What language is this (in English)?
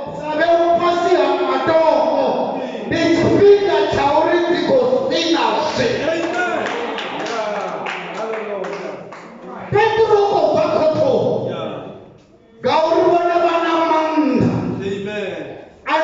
Venda